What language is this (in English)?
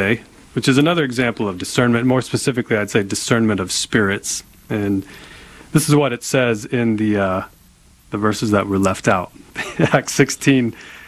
English